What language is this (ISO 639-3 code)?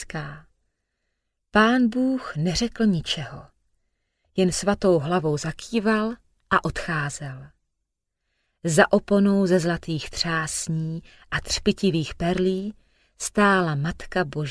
ces